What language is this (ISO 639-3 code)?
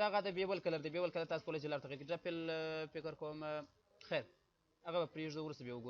pus